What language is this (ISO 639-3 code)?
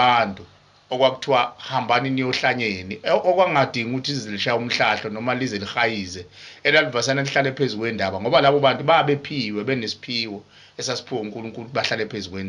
zul